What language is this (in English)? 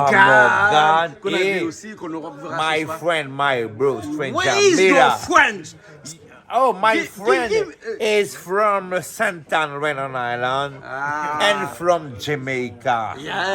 Réunion Creole French